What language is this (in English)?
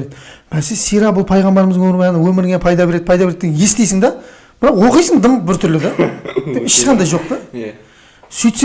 Kazakh